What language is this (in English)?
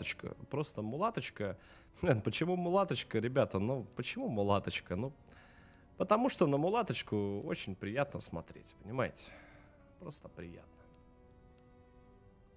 Russian